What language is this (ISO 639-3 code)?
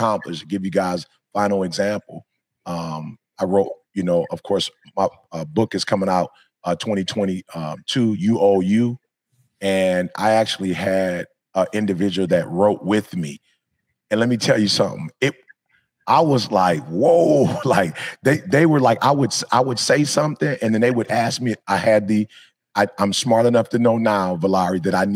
eng